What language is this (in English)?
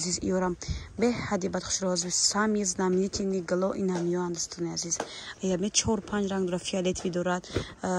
Tajik